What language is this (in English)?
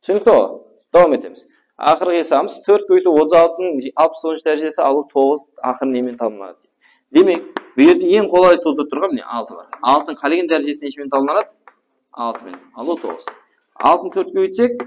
Kara-Kalpak